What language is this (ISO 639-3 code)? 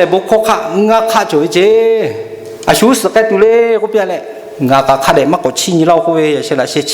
lhu